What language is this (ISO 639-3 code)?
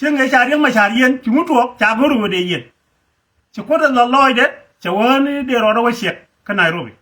nus